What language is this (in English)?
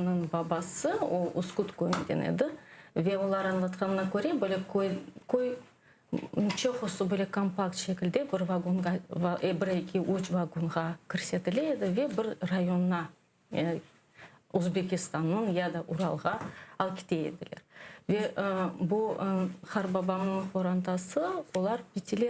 Crimean Tatar